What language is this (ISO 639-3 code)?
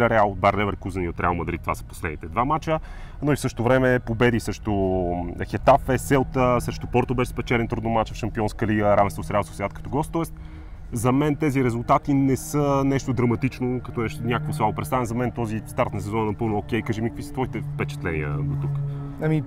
bul